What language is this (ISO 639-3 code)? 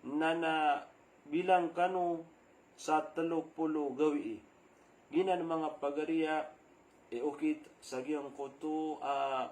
mrw